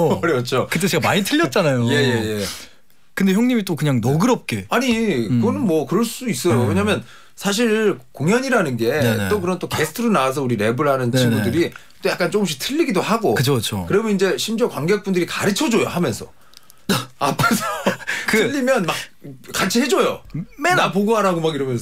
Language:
Korean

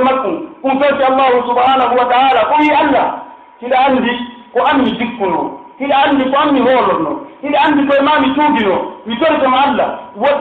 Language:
Pular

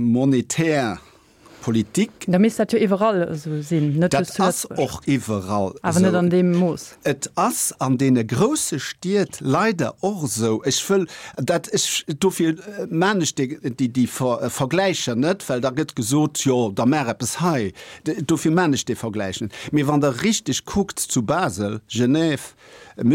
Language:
Luxembourgish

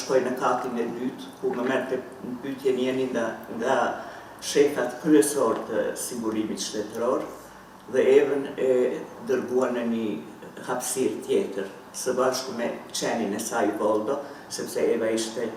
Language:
Albanian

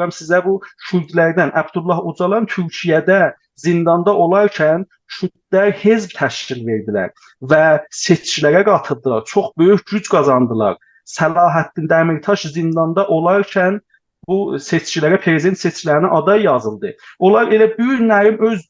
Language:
South Azerbaijani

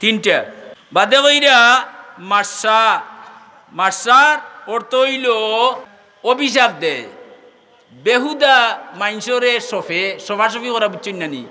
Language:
Sylheti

